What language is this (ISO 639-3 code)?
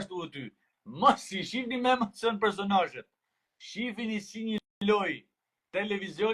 sqi